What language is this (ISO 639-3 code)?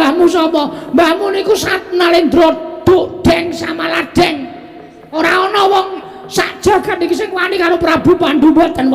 jav